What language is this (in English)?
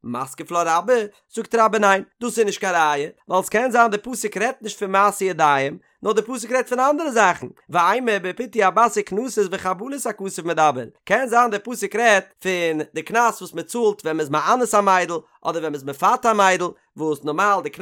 Yiddish